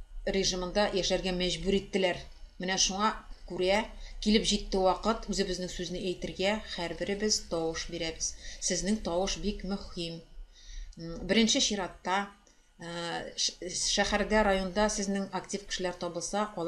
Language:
Tatar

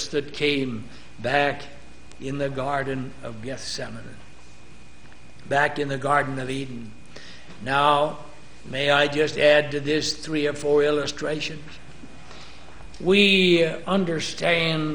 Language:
English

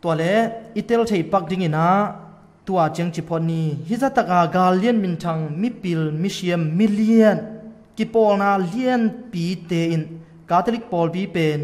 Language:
Tedim Chin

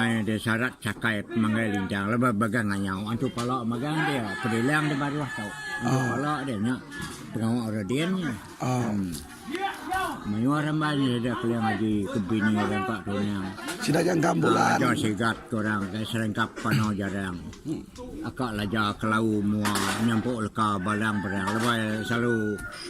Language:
Iban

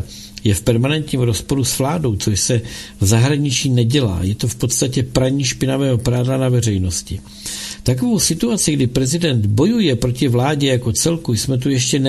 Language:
Czech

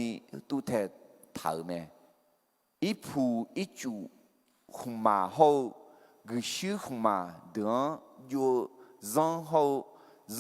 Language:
Akha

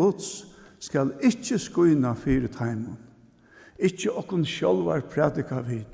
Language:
Faroese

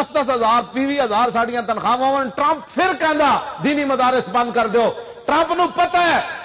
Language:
Western Panjabi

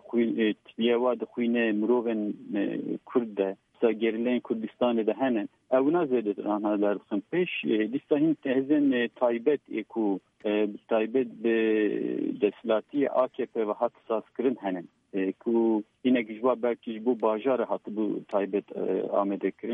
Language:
Kurdish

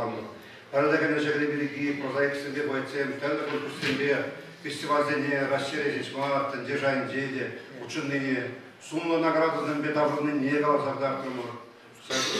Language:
Chuvash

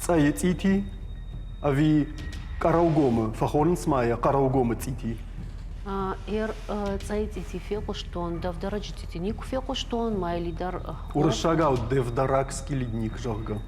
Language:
Ossetic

